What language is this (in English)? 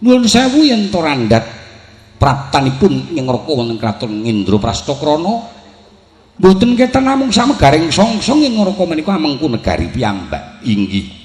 Javanese